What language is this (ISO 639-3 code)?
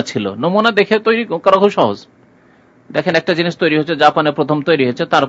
ben